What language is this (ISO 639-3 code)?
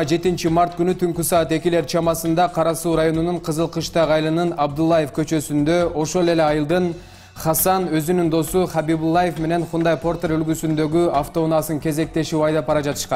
kir